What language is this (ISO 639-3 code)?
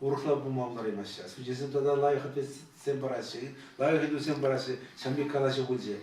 chv